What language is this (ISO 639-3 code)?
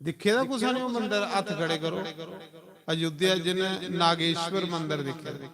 doi